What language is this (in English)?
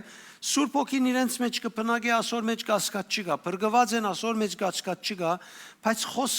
Western Armenian